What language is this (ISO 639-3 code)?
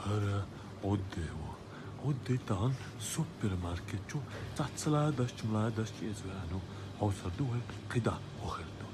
che